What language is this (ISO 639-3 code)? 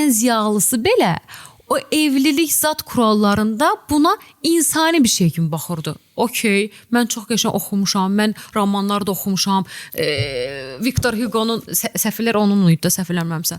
aze